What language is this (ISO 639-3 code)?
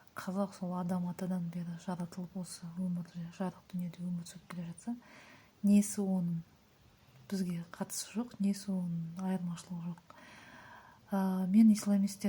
kaz